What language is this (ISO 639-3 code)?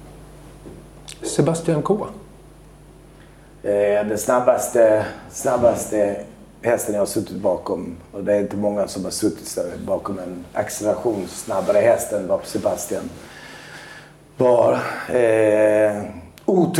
swe